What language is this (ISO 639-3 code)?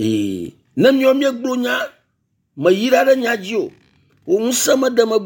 ewe